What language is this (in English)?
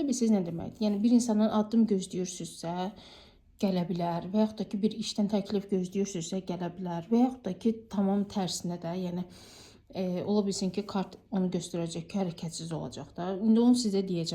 Azerbaijani